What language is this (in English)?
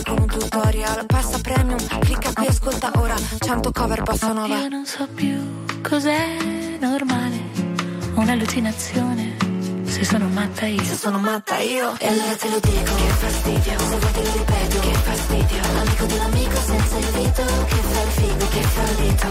Italian